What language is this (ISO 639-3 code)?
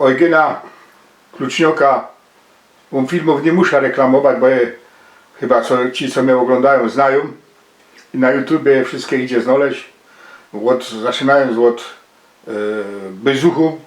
szl